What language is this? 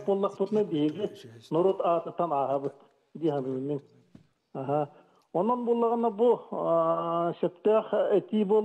Yakut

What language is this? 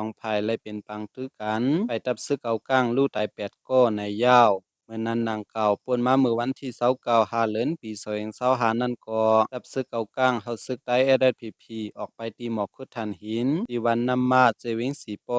Shan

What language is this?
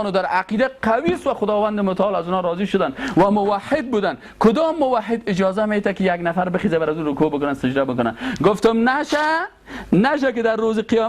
Persian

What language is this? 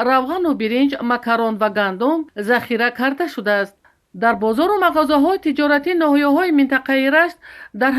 Tajik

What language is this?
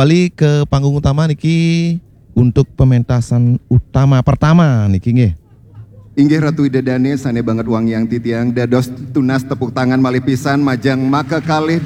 Balinese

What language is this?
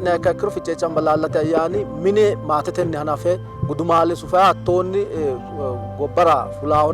Sidamo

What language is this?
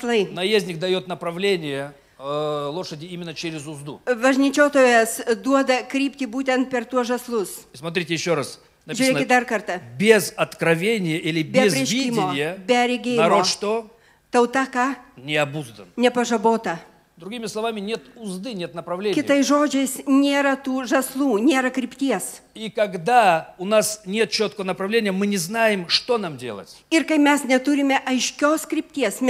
Russian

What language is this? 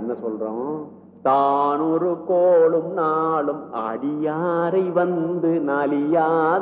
Tamil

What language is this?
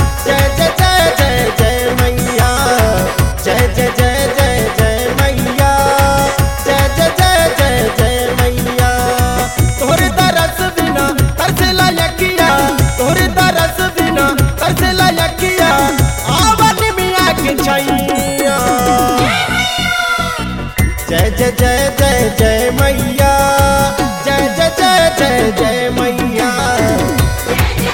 Bhojpuri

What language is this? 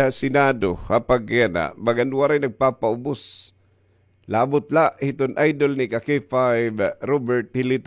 Waray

